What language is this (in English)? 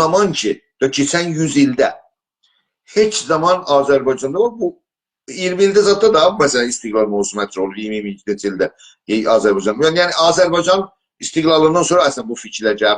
South Azerbaijani